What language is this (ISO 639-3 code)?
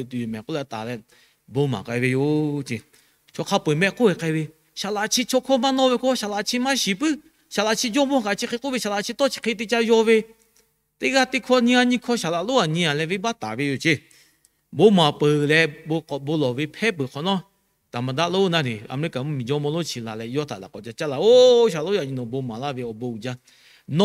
lhu